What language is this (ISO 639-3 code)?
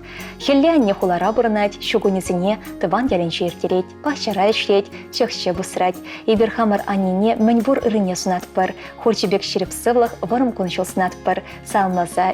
chv